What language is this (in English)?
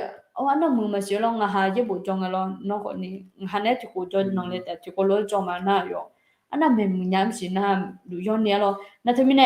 Akha